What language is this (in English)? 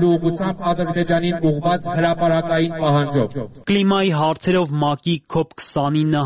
Armenian